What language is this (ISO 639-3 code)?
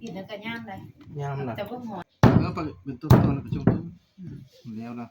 tts